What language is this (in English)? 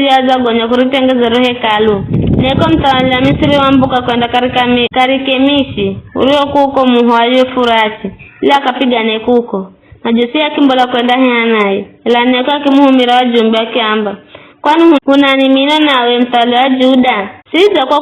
Giryama